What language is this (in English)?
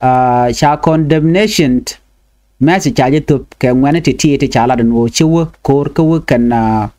Nuer